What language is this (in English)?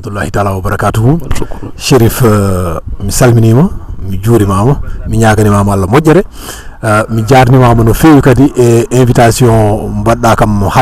Fula